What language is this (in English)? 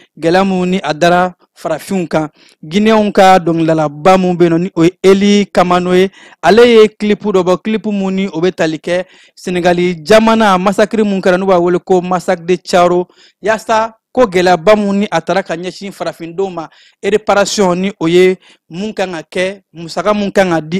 Bambara